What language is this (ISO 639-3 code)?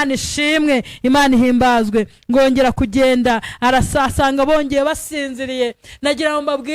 kin